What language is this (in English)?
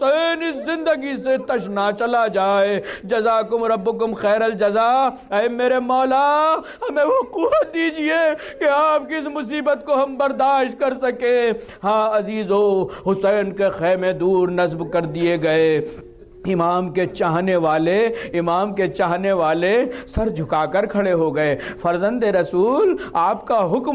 Urdu